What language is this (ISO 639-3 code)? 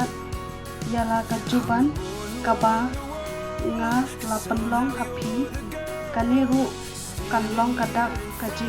kha